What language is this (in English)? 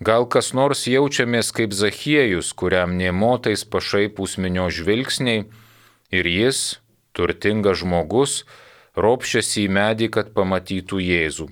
Lithuanian